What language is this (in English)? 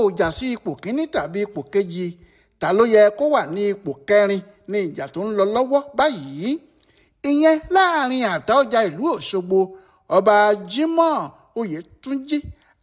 Yoruba